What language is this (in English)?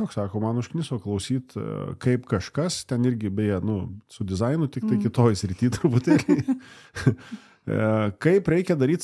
Lithuanian